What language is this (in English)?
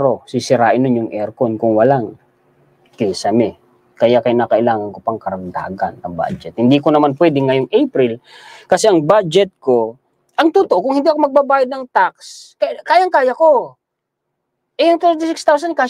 Filipino